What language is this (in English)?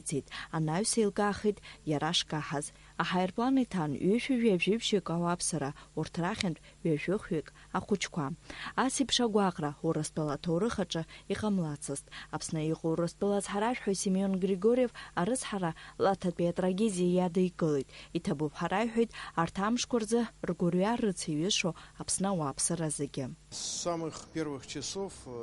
Abkhazian